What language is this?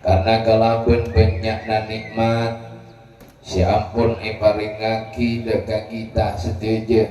Madurese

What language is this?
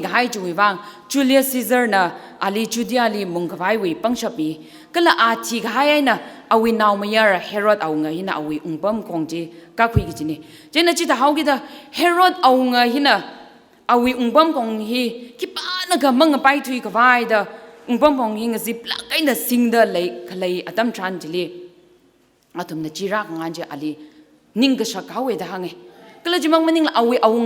Tangkhul Naga (India)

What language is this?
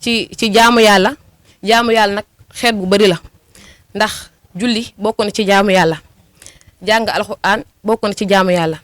Wolof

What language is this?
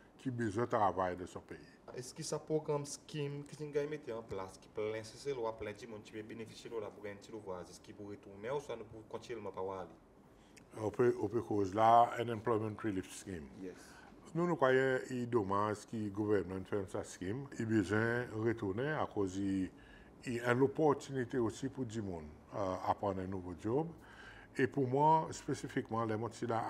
Seselwa Creole French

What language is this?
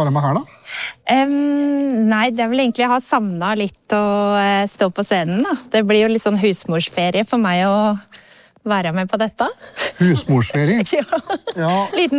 Norwegian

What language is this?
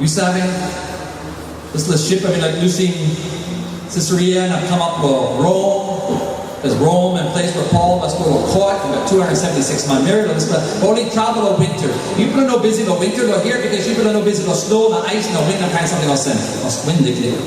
Tok Pisin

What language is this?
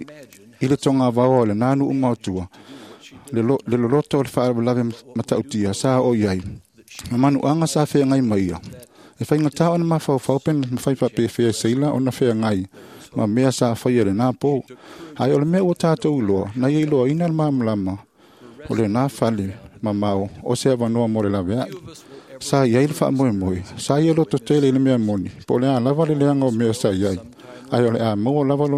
Samoan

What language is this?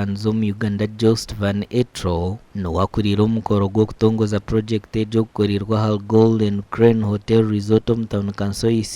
Nyankole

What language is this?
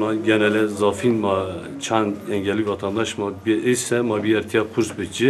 Zaza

